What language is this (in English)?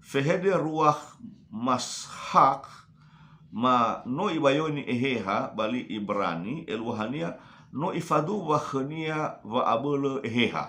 Nias